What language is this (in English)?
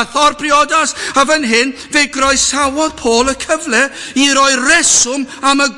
Welsh